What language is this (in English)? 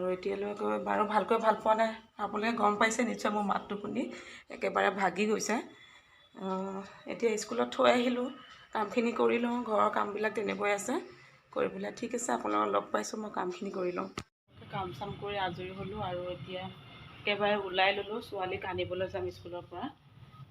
Assamese